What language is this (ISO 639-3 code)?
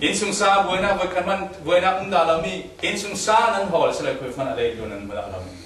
cfm